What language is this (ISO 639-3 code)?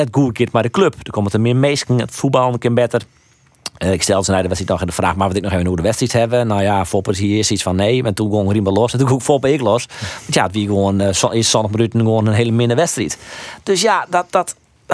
fry